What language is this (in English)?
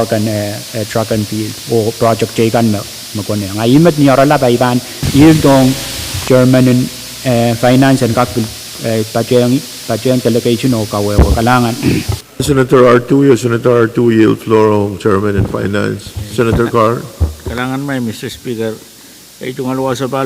Pohnpeian